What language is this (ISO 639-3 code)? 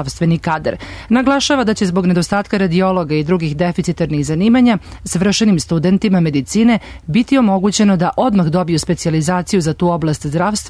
srp